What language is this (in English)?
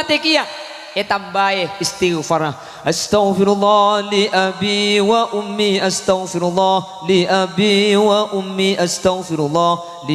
Madurese